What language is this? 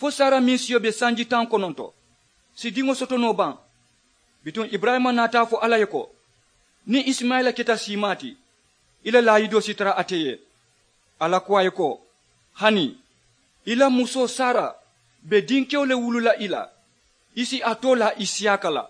Mandingo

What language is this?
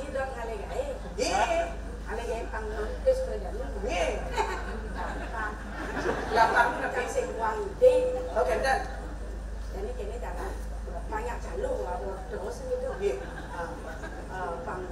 Balinese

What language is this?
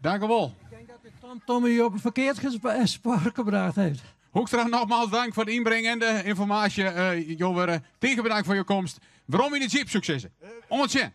Western Frisian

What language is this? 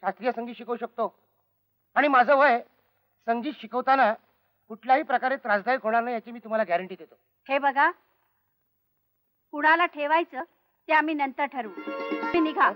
Marathi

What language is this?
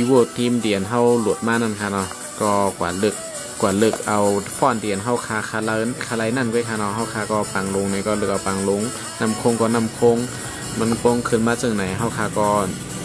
Shan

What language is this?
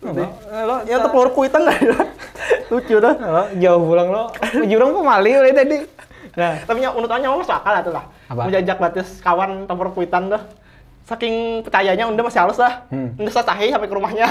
Banjar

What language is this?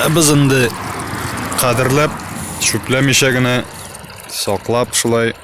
Tatar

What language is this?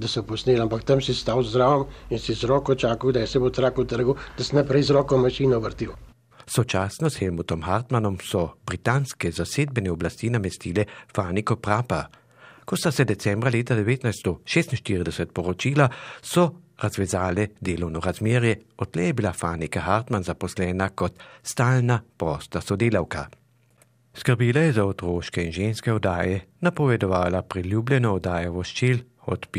Slovenian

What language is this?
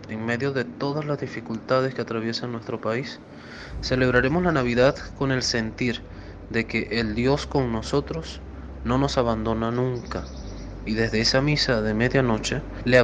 Spanish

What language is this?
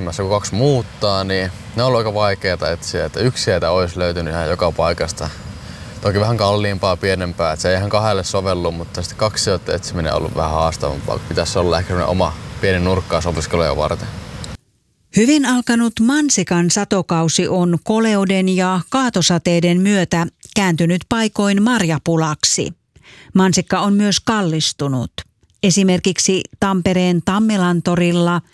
Finnish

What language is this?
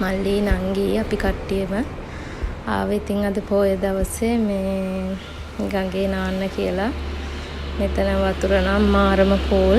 Sinhala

